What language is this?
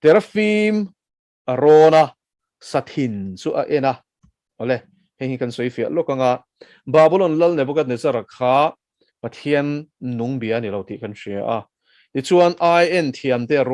Mizo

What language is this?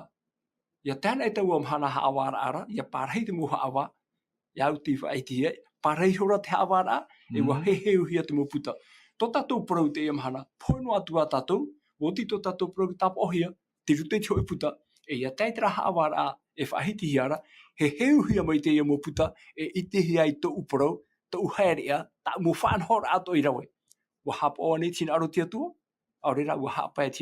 Tahitian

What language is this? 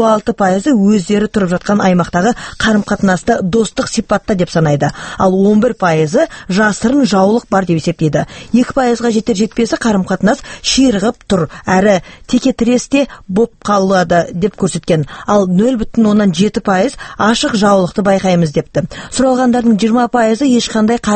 Kazakh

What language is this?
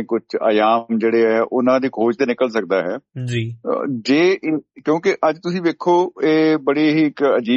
Punjabi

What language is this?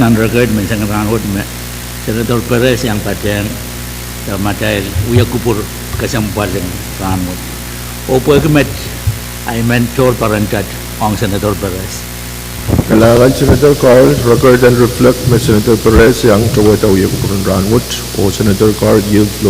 Pohnpeian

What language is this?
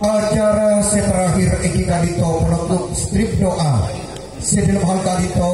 Madurese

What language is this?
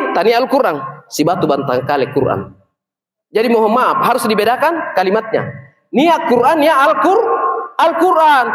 Makasar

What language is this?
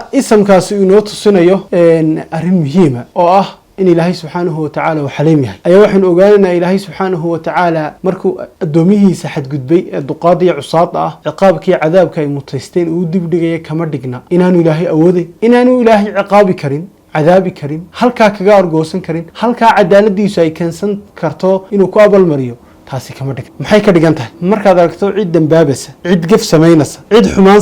Somali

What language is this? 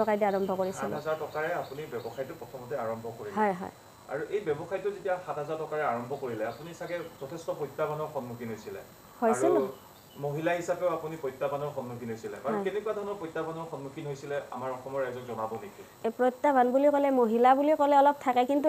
Assamese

